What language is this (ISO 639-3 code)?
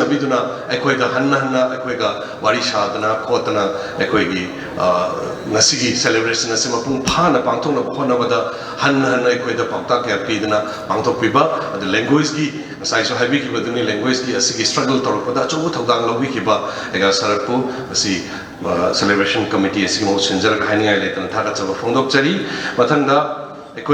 mni